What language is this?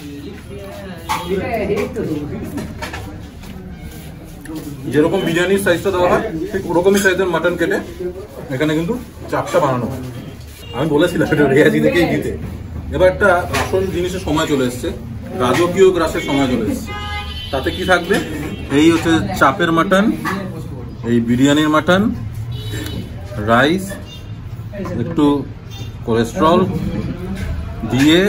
Bangla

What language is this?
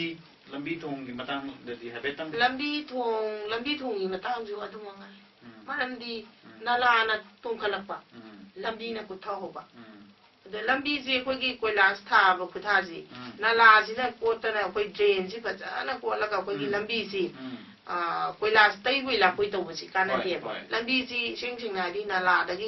Manipuri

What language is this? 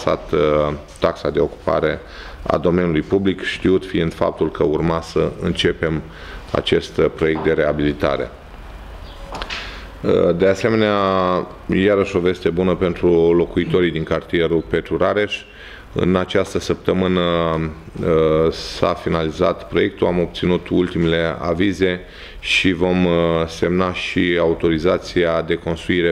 Romanian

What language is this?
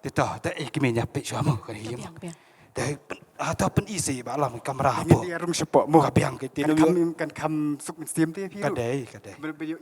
Khasi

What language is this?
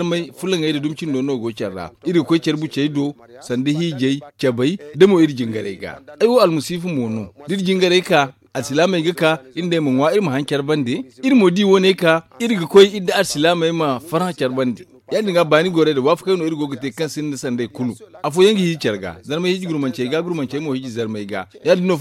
Zarma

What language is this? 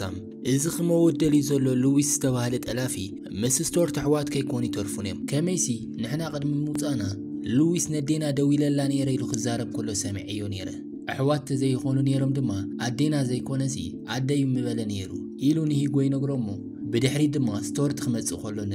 Tigrinya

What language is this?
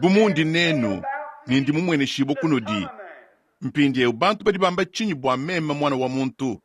Luba-Lulua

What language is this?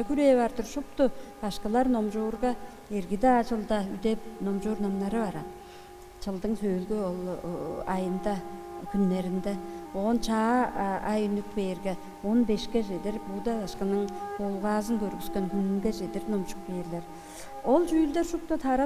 Tuvinian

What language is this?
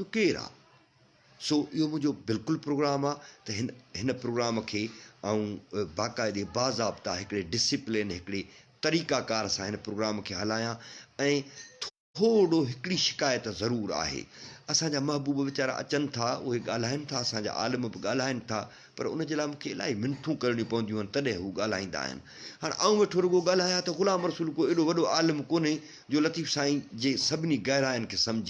Sindhi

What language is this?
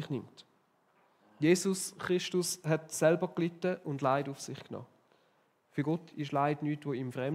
Swiss German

